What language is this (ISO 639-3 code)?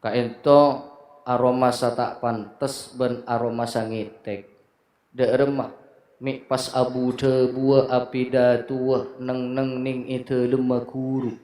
mad